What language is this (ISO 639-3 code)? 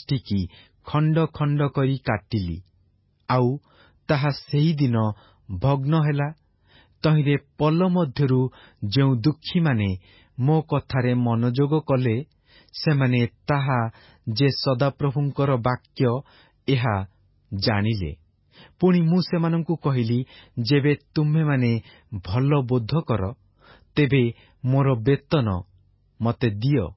ori